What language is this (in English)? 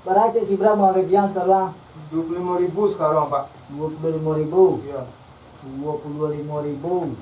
Minangkabau